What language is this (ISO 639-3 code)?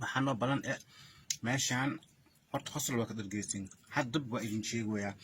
som